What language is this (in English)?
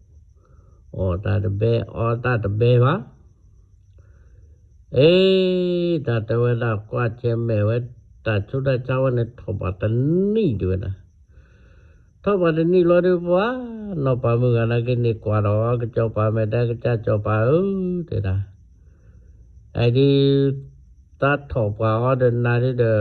S'gaw Karen